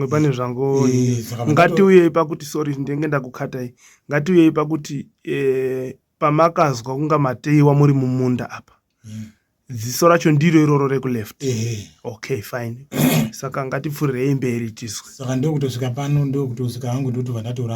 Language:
Shona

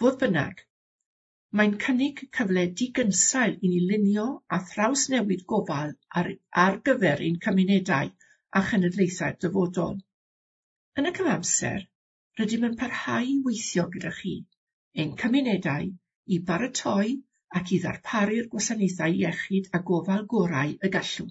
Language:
Welsh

